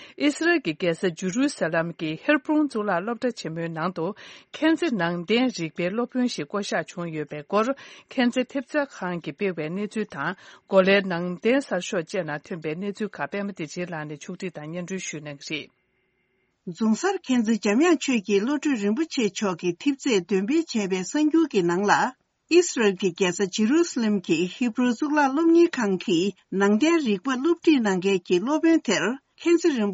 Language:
Tibetan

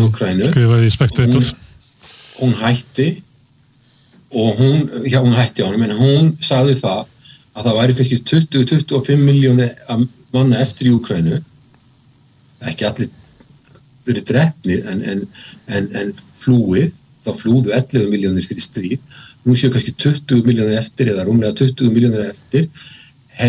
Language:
Icelandic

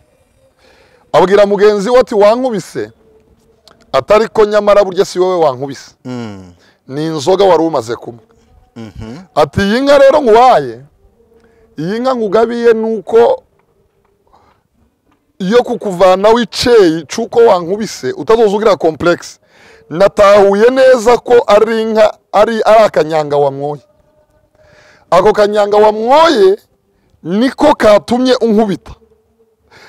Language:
Kinyarwanda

